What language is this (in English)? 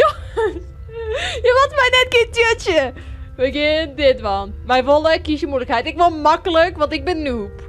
Western Frisian